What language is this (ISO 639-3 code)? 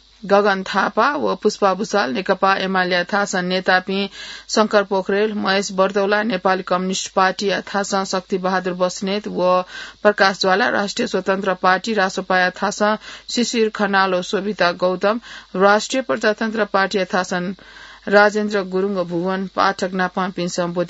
new